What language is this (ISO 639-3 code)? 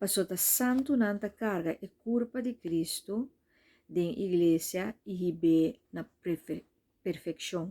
pap